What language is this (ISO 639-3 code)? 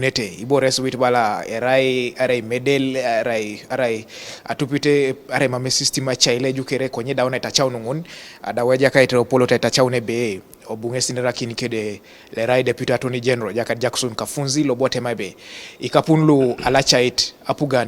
teo